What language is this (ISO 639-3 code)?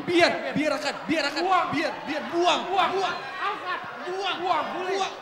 bjn